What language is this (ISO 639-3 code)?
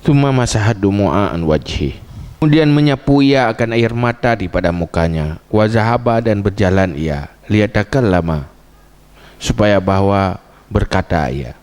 ace